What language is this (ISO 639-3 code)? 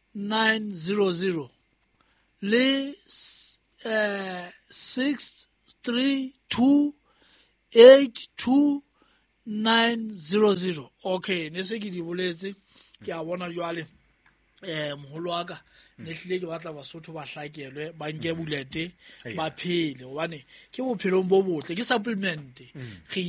sot